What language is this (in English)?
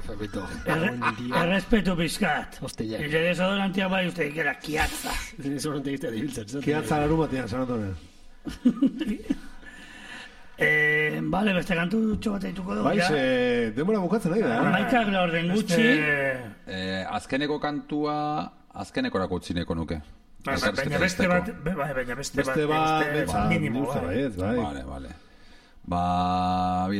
Basque